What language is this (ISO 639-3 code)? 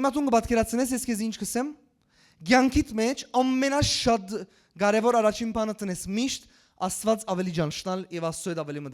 hyw